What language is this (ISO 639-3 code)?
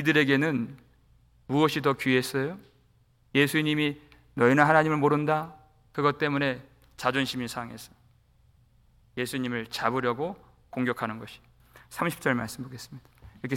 kor